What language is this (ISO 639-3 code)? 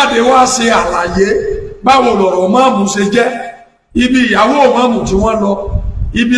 yor